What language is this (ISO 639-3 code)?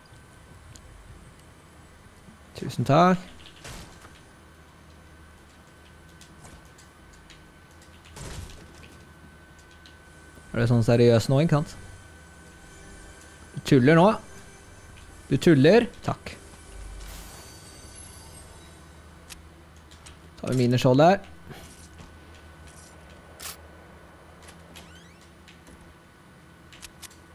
nor